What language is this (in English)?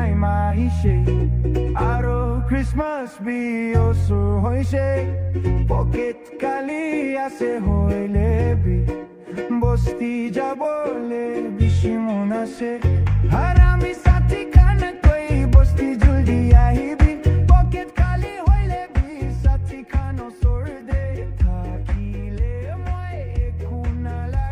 Poumei Naga